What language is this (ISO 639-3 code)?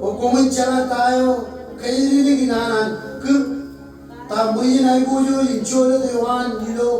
mah